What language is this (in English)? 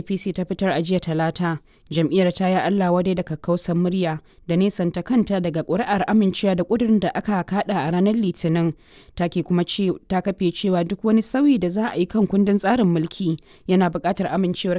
Hausa